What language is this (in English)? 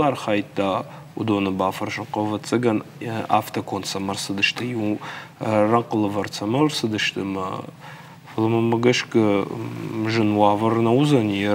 Ossetic